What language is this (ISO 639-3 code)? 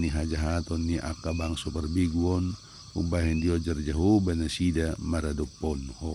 bbc